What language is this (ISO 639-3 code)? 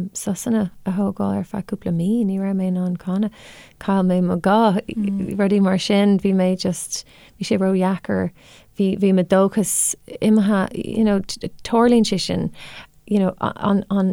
gle